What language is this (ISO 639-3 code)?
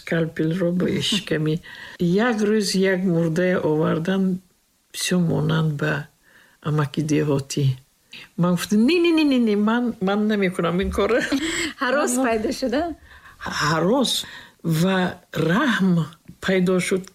tgk